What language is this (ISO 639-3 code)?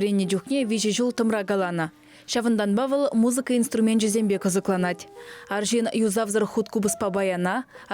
chv